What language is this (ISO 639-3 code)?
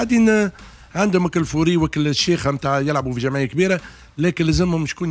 aeb